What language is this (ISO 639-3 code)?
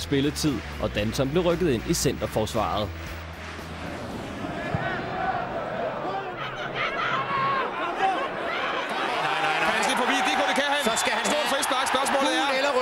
dan